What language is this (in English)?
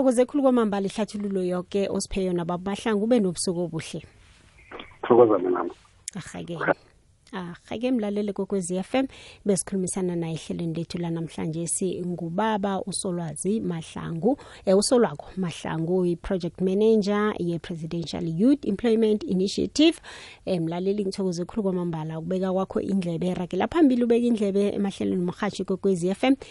South Ndebele